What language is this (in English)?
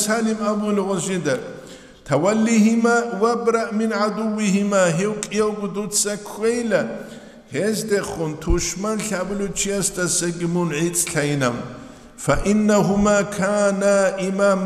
Avaric